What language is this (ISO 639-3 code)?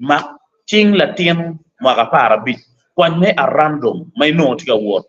ach